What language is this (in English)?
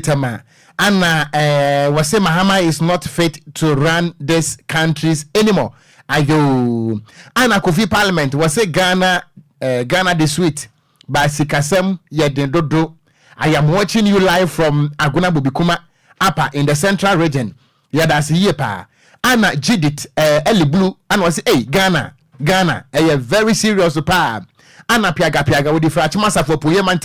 Akan